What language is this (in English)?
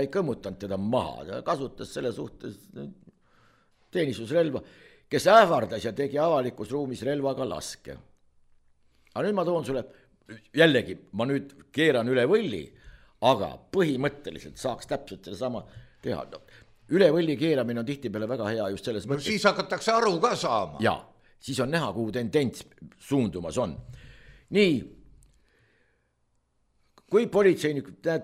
Estonian